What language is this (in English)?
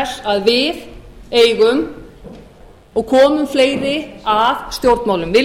Icelandic